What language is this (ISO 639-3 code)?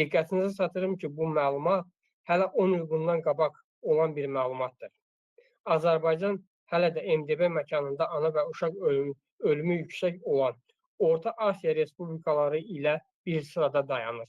aze